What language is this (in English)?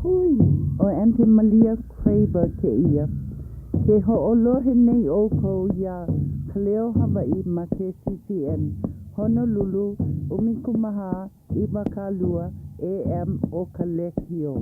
Hawaiian